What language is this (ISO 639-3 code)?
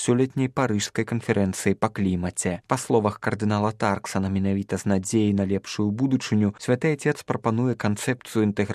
bel